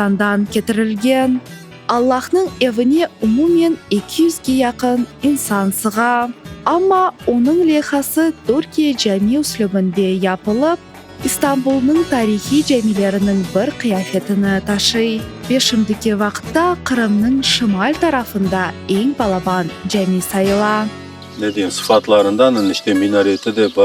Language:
Crimean Tatar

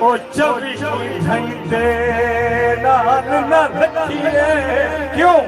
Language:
Saraiki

